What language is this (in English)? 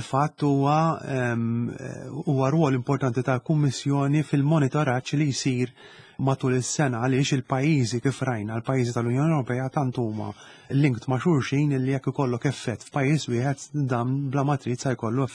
Maltese